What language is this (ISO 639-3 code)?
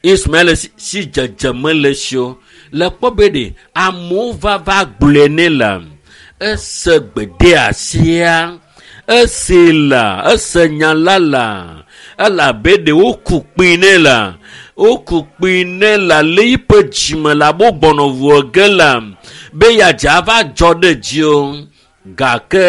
ewe